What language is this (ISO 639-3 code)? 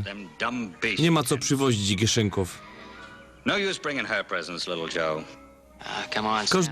szl